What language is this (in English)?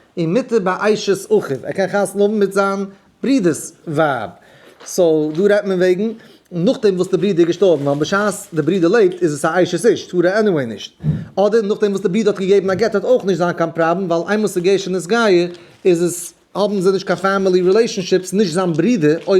Yiddish